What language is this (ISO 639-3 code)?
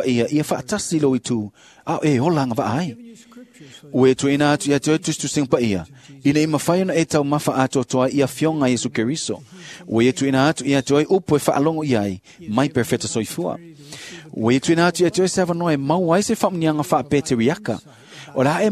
smo